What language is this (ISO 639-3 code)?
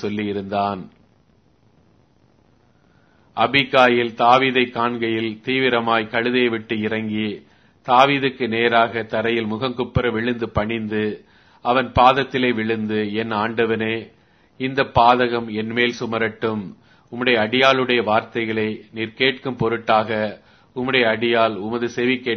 tam